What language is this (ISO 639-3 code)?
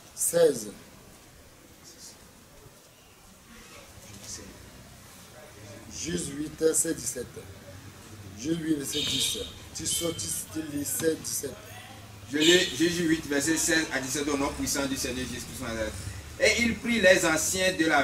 fra